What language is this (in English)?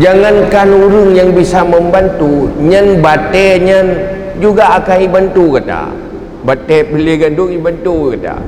Achinese